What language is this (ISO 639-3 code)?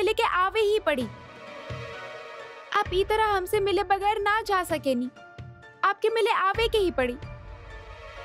bho